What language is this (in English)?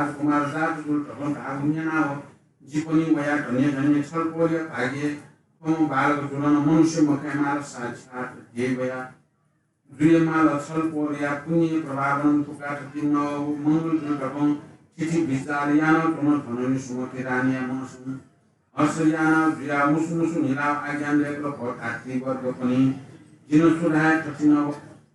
Newari